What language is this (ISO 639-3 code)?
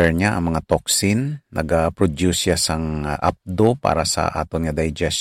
hil